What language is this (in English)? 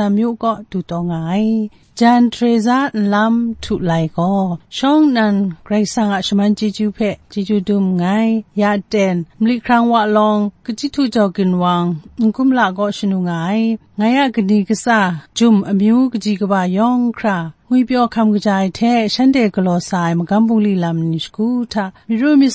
Kachin